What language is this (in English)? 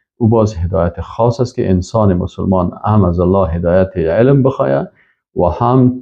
Persian